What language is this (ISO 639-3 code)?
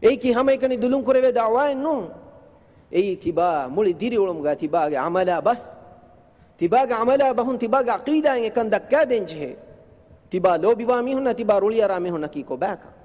div